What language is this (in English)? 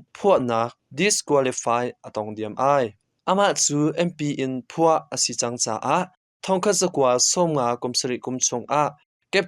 Hakha Chin